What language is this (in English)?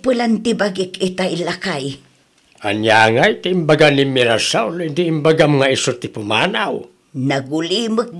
Iloko